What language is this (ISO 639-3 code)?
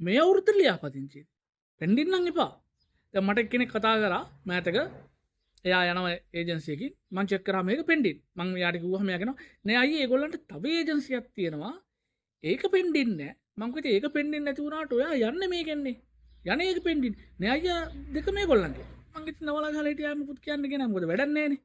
sin